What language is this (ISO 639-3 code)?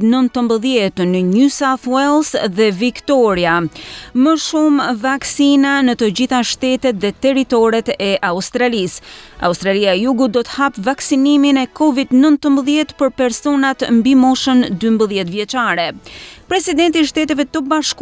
sqi